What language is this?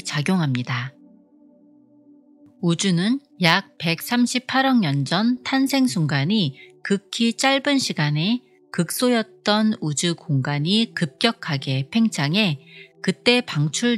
Korean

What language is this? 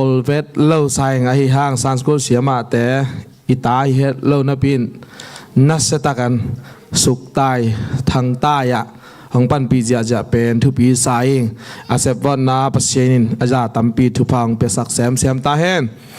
Tedim Chin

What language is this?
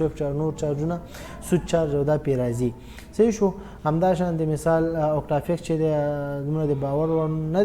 Pashto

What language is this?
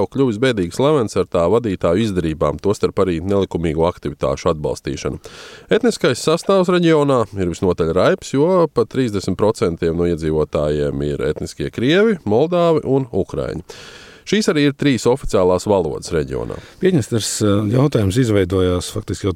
Latvian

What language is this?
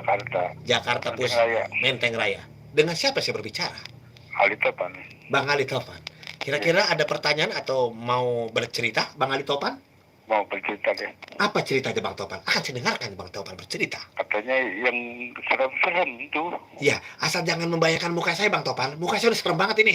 Betawi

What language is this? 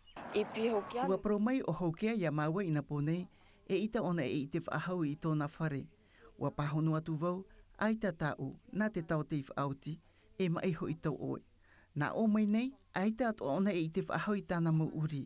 Tahitian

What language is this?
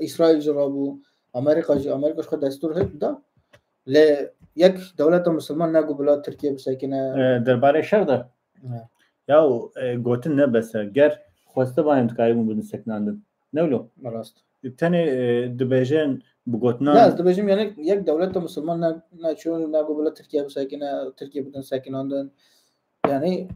Kurdish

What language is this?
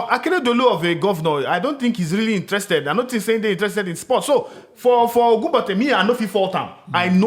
Nigerian Pidgin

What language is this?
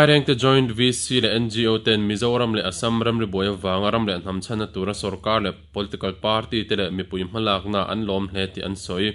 Mizo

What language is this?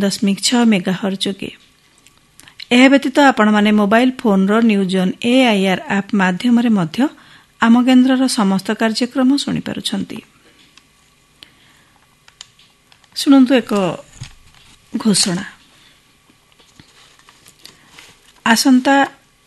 Odia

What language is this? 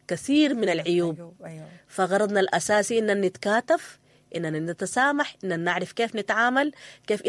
Sudanese Arabic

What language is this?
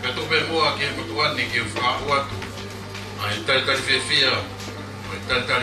Tongan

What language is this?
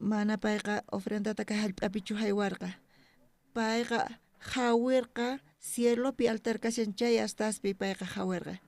South Bolivian Quechua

